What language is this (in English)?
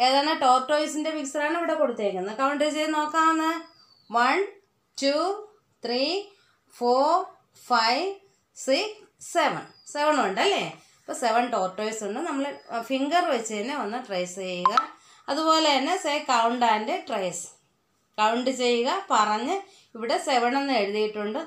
Malayalam